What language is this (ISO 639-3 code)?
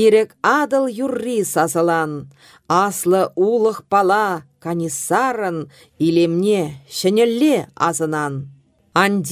chv